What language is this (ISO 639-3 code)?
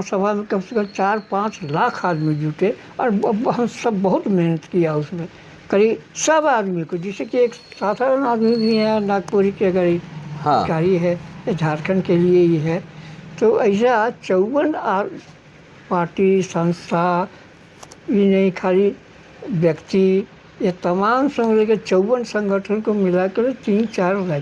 sck